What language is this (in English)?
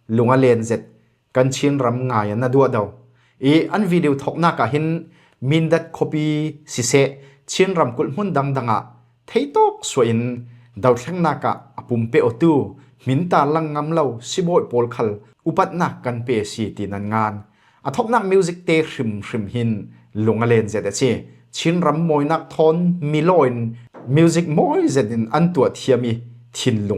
Falam Chin